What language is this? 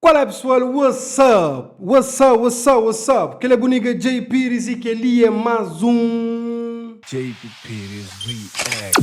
Kabuverdianu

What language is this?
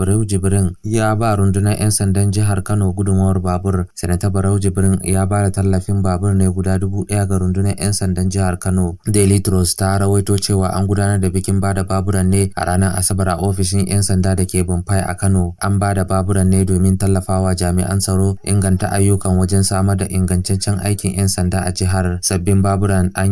Hausa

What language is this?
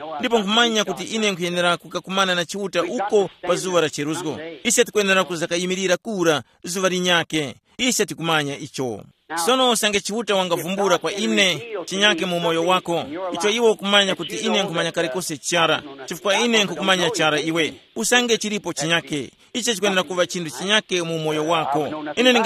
Tumbuka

